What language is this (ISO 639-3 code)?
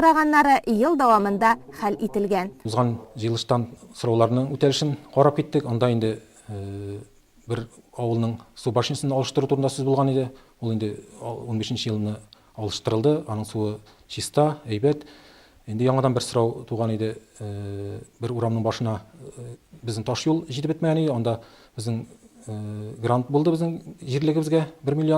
tat